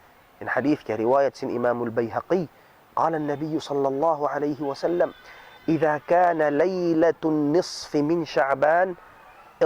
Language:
Tausug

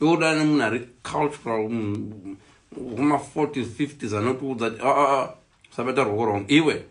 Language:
Shona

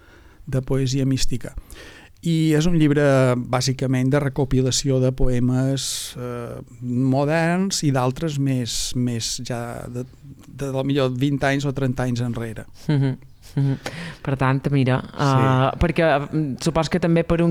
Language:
Catalan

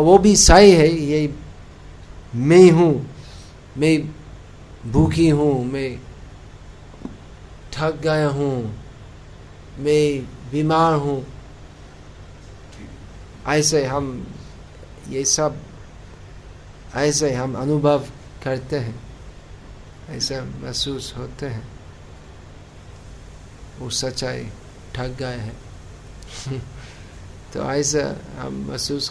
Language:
Hindi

